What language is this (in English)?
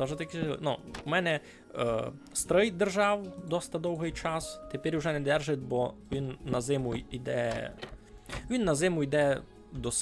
Rusyn